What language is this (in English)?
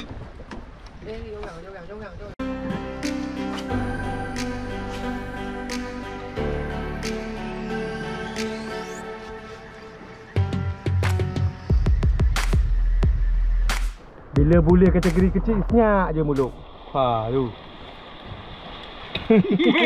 Malay